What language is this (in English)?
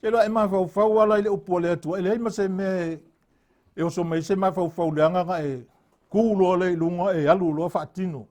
Samoan